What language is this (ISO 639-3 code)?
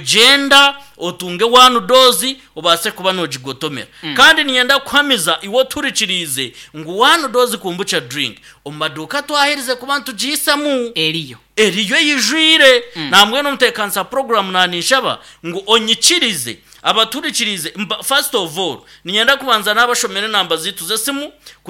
nyn